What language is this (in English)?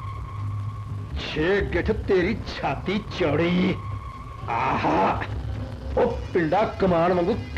Punjabi